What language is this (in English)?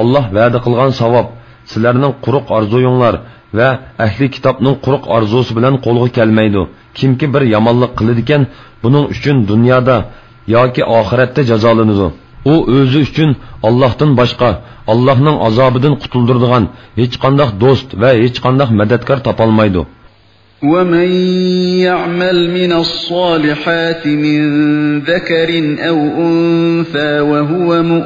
Uyghur